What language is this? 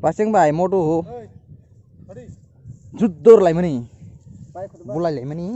Kok Borok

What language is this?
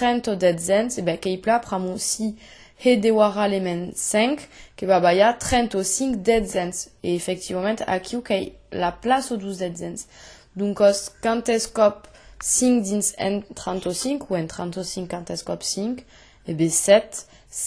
Occitan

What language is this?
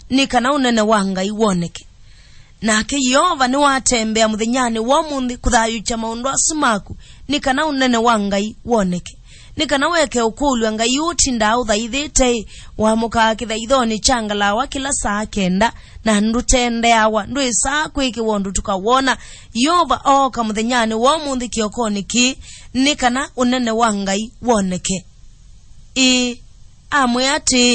Kamba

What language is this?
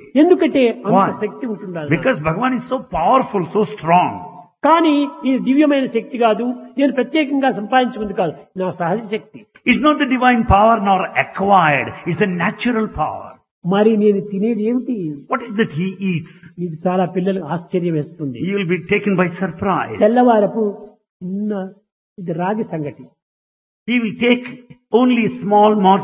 Telugu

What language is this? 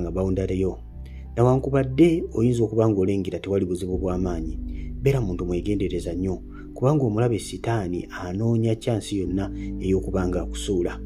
Ganda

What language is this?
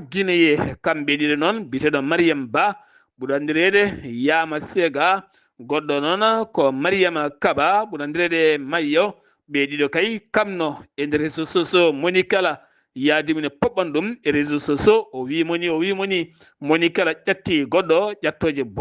Fula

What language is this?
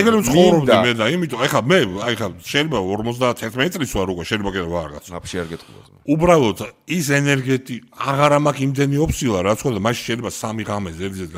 Georgian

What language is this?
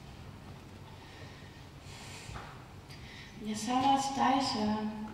Danish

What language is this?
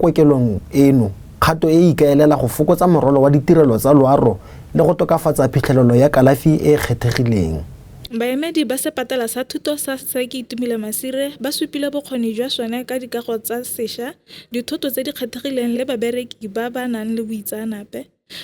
Tswana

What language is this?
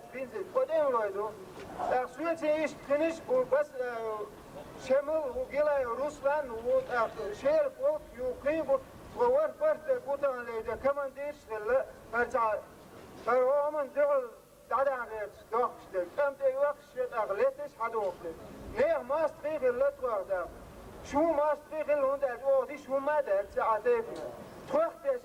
Chechen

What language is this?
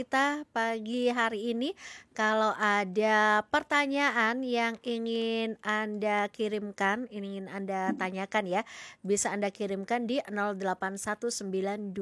Indonesian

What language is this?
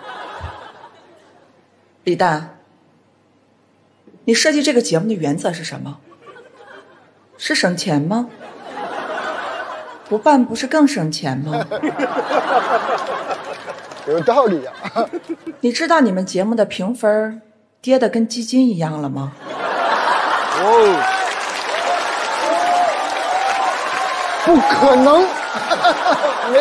Chinese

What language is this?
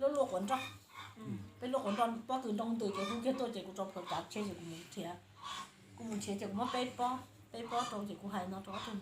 Hmong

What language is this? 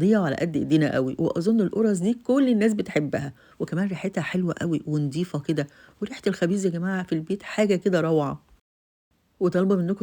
Egyptian Arabic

